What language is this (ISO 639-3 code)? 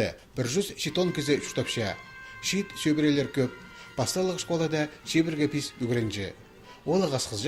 kjh